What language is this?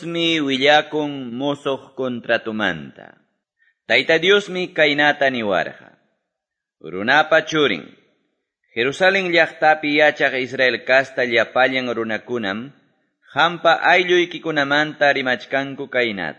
Quechua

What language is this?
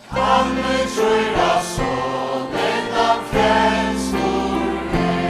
Faroese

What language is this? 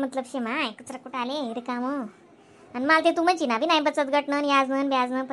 Khandesi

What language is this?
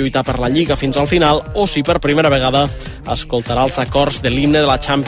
Catalan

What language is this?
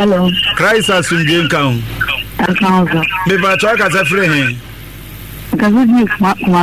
Akan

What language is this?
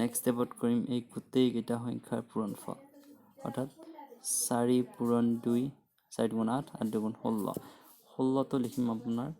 Assamese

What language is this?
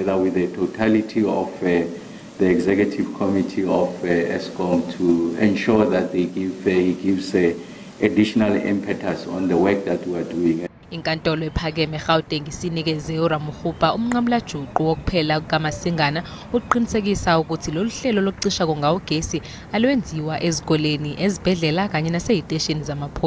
Zulu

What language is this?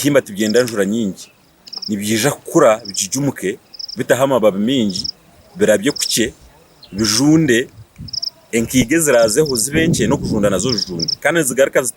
Nyankole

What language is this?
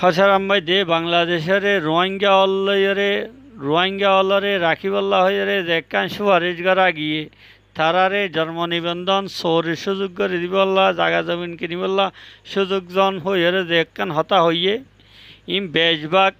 Rohingya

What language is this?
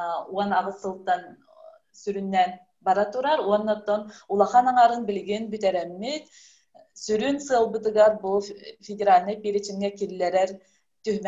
Yakut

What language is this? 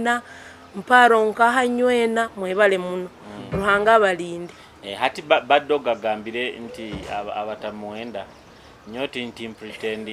Nyoro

